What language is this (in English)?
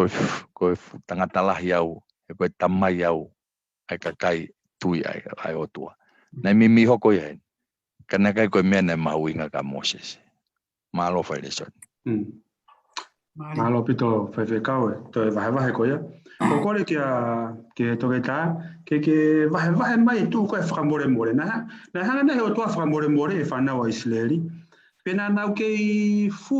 Tongan